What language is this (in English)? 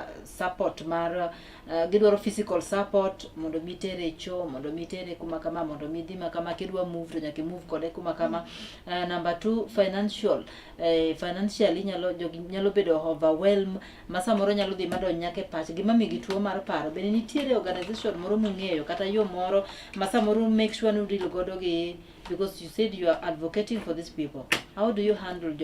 Luo (Kenya and Tanzania)